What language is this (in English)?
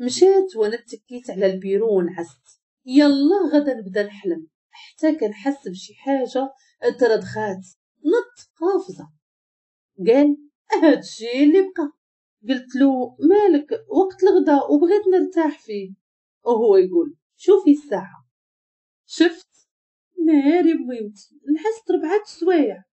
Moroccan Arabic